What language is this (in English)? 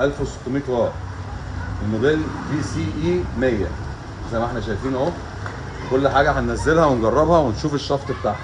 Egyptian Arabic